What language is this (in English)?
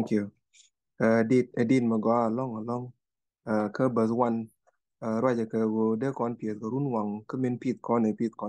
Nuer